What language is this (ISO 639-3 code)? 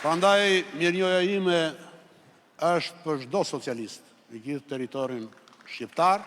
sqi